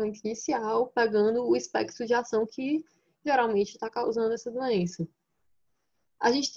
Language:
Portuguese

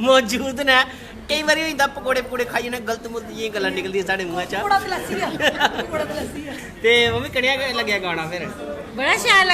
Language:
Dogri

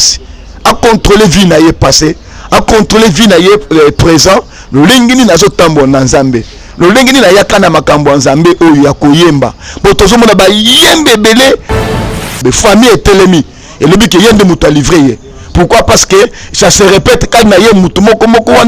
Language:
Lingala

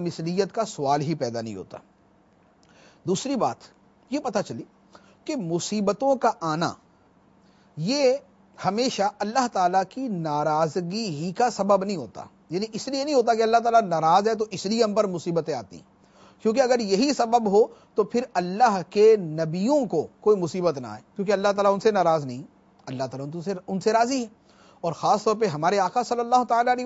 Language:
Urdu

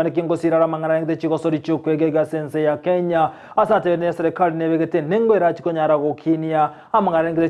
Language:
Gusii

